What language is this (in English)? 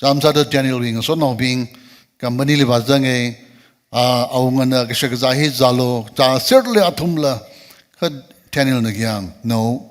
Tangkhul Naga (India)